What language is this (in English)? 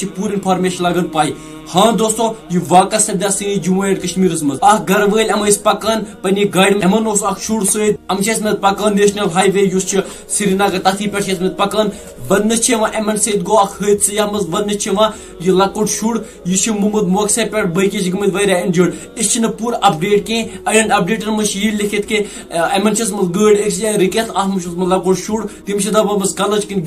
Kashmiri